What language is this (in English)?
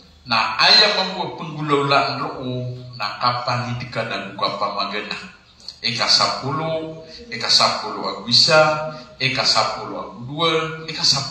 Maranao